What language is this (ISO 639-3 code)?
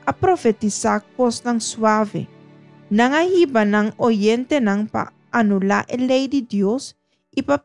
pap